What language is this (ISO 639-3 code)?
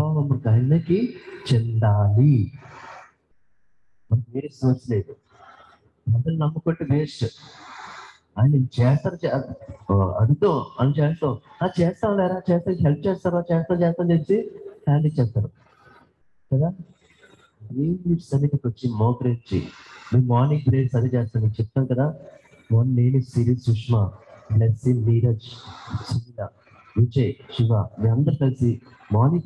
tel